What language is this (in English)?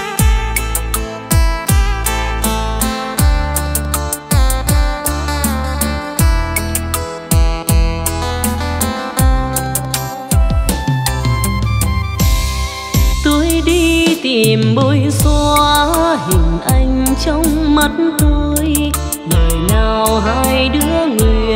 Vietnamese